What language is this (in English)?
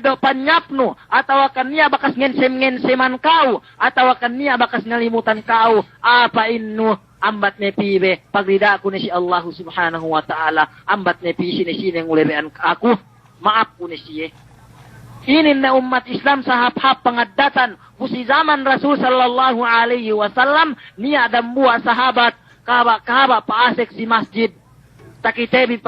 Yakan